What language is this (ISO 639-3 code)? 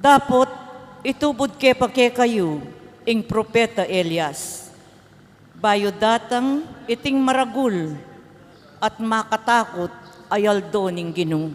pam